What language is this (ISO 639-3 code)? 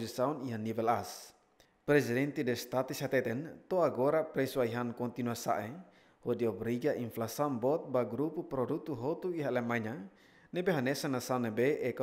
tet